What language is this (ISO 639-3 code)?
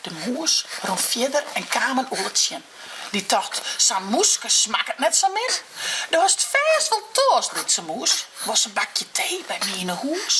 fry